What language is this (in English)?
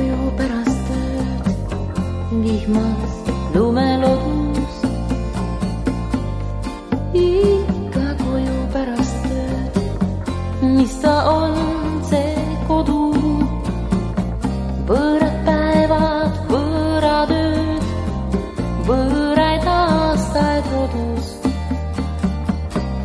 Estonian